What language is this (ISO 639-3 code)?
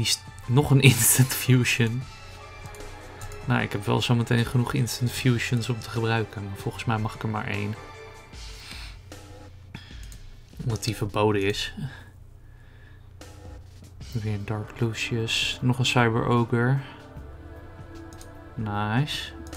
nld